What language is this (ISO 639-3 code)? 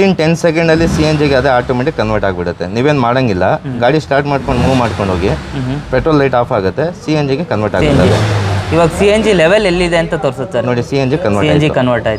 kan